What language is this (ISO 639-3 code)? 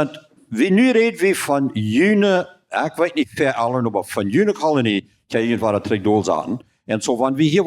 pdt